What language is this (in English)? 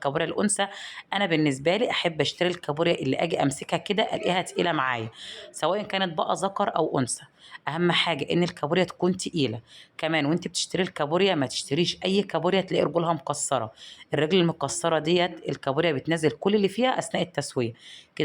Egyptian Arabic